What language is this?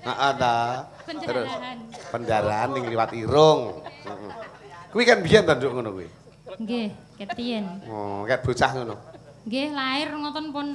Javanese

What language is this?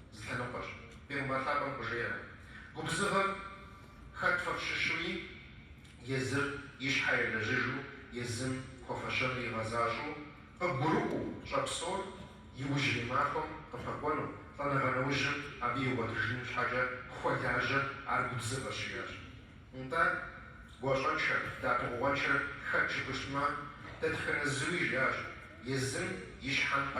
Kabardian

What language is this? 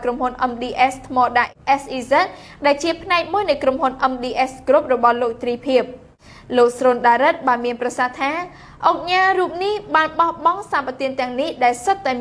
Khmer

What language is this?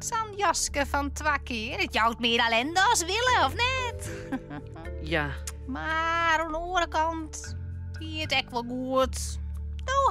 Western Frisian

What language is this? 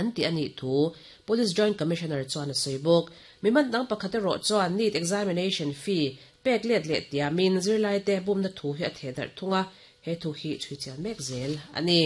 Mizo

